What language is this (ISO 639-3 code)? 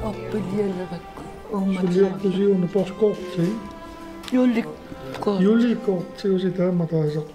kal